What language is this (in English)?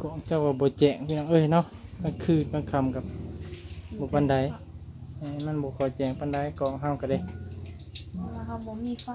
Northeastern Thai